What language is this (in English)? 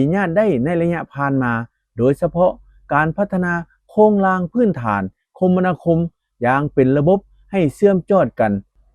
Lao